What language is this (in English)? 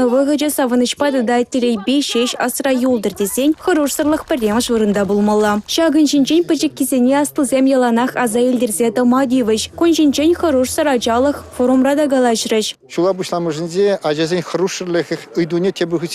Chuvash